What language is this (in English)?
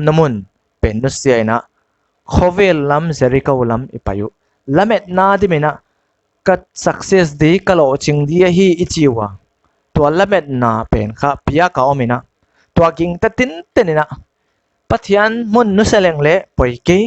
Paite Chin